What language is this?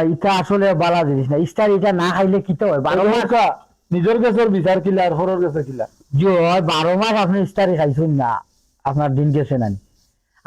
Sylheti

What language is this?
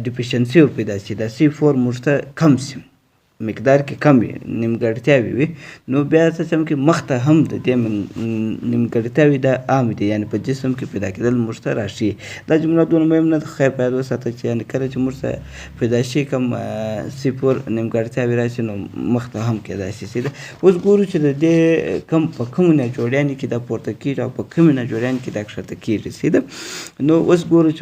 Pashto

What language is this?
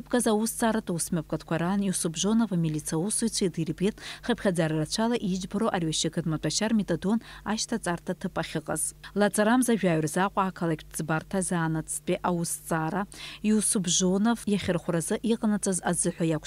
Abkhazian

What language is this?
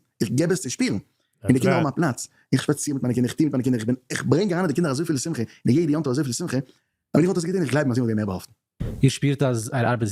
Yiddish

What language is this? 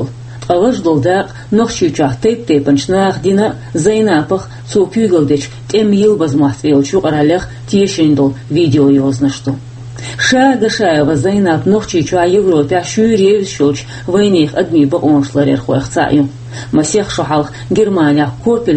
Chechen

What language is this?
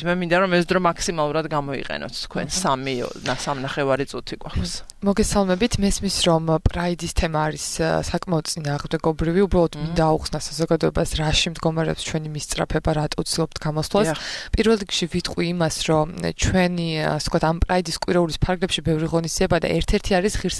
Georgian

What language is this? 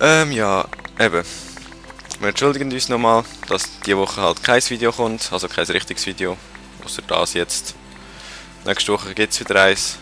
Swiss German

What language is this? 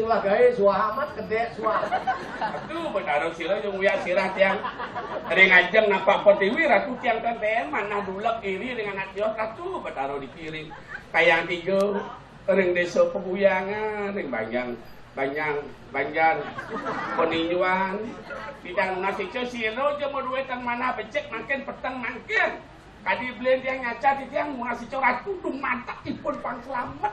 Balinese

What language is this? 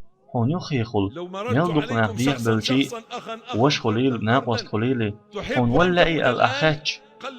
Chechen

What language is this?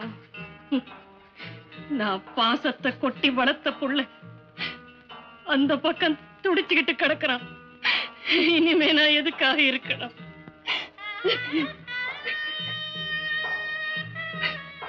Tamil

